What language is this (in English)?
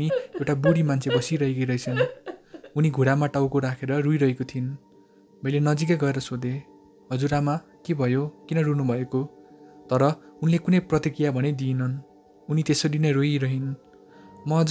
Nepali